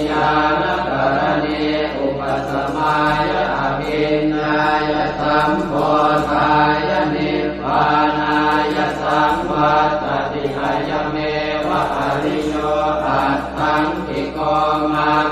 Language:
Pali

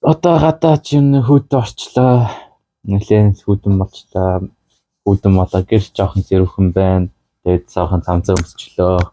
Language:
Mongolian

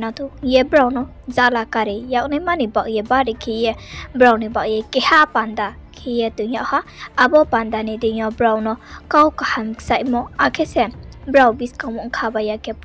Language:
Riang (India)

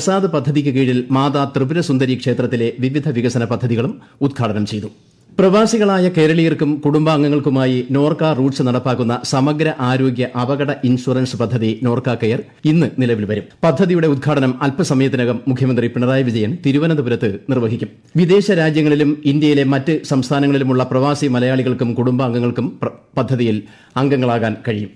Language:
Malayalam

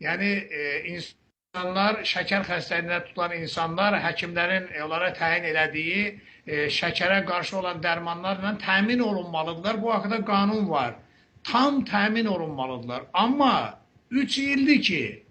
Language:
Azerbaijani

